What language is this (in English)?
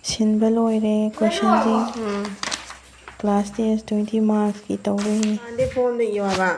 Manipuri